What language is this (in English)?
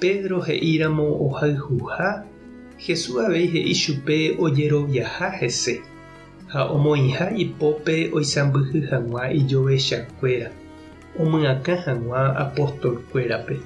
Guarani